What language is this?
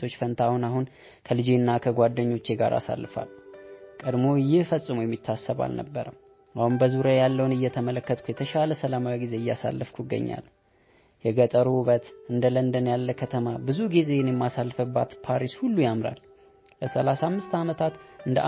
Amharic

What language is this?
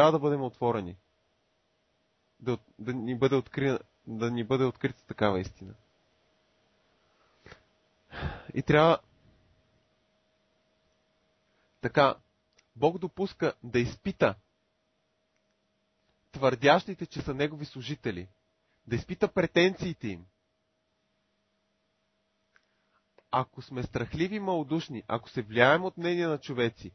Bulgarian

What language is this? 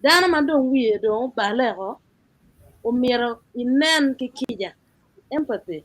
Acoli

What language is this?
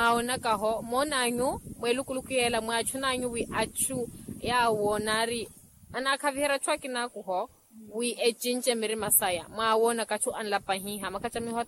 Makhuwa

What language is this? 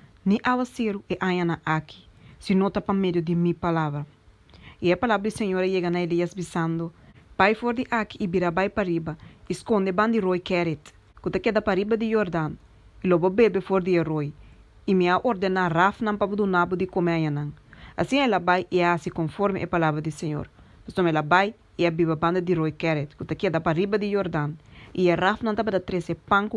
Papiamento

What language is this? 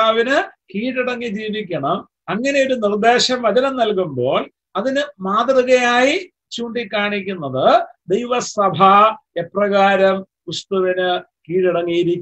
Malayalam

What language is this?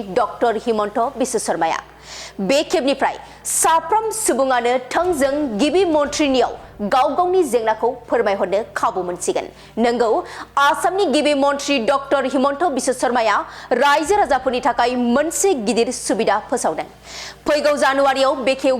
Bodo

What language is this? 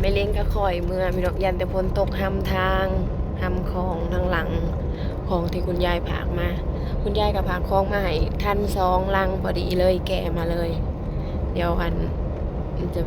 Northeastern Thai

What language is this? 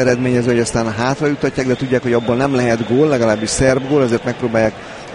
Hungarian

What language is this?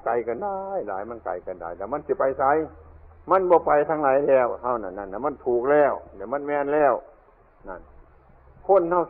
Northeastern Thai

